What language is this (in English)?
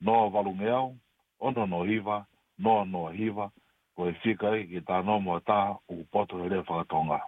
Tongan